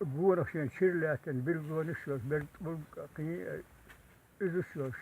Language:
Chechen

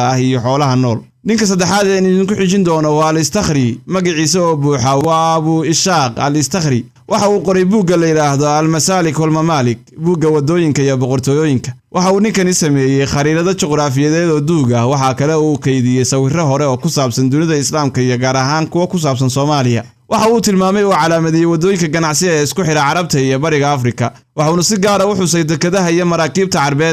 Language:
Somali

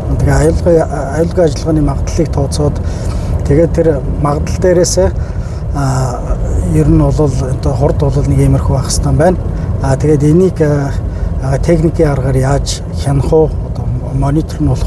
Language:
Mongolian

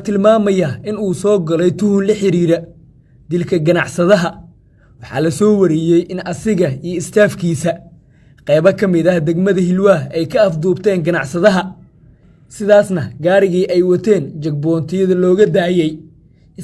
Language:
Somali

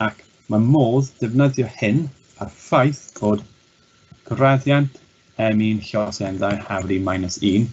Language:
Welsh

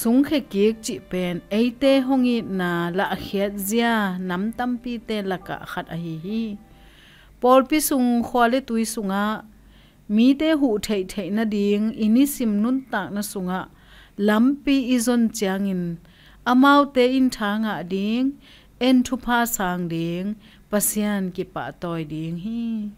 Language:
Tedim Chin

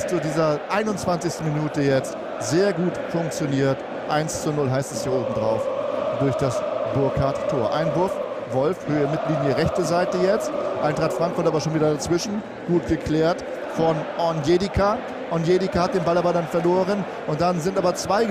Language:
German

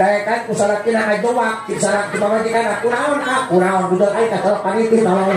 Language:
Sundanese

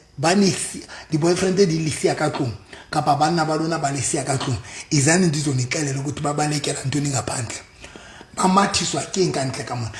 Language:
Southern Sotho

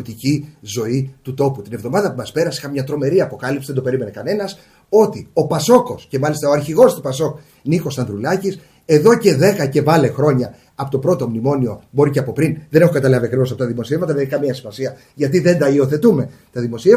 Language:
Greek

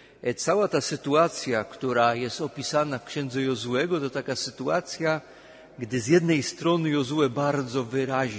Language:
Polish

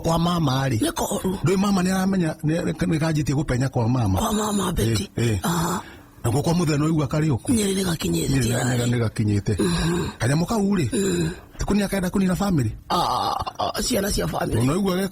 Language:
Kikuyu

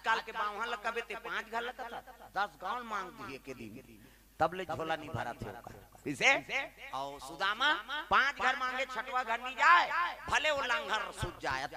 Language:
Chhattisgarhi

